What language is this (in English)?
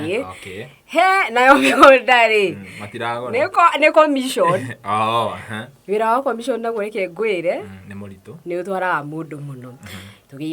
Kikuyu